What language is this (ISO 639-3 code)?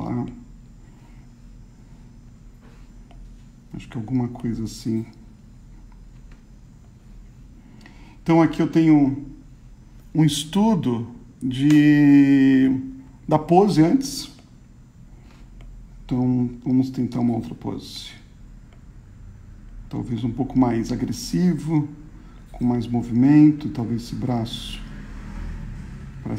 por